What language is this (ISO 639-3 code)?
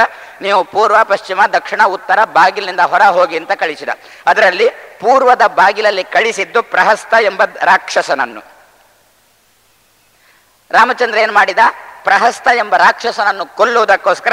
kan